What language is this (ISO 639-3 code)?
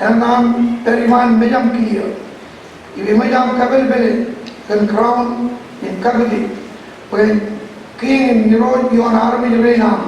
mah